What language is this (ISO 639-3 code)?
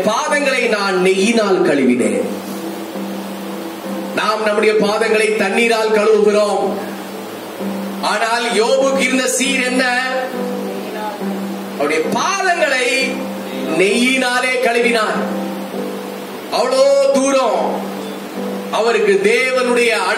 tam